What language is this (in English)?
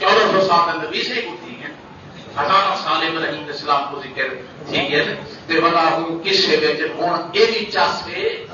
Saraiki